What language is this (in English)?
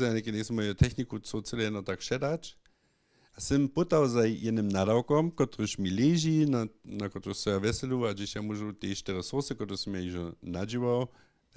Upper Sorbian